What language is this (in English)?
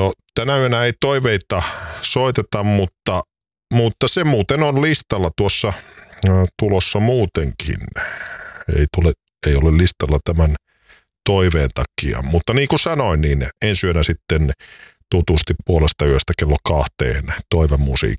Finnish